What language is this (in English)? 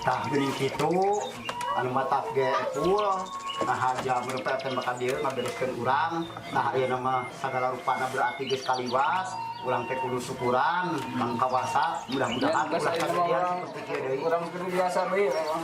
Sundanese